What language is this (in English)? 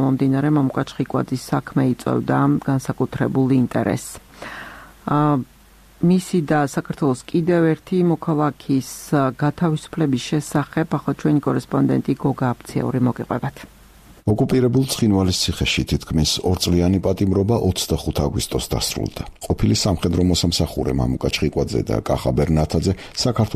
Georgian